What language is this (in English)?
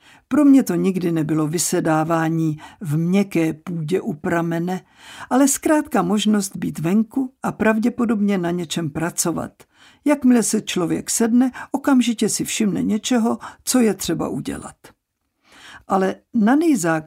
Czech